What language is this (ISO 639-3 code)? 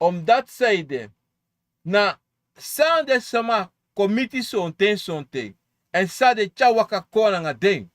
srn